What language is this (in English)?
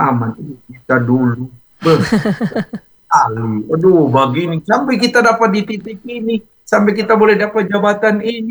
Indonesian